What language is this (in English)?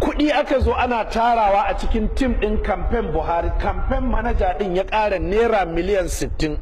Hausa